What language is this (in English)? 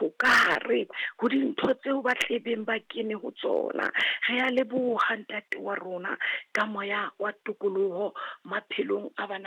Southern Sotho